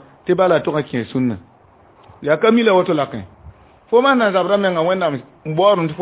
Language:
Mossi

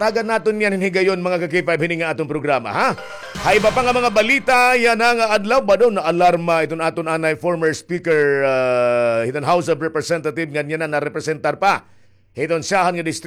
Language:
Waray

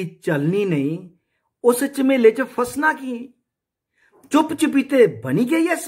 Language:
Dogri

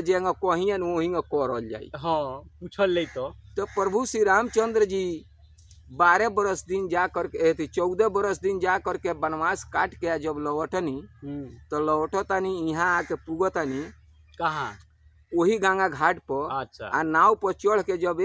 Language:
Bhojpuri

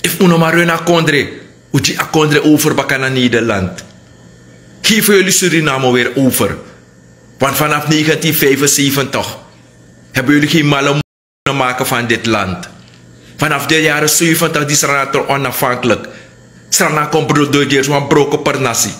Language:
Sranan Tongo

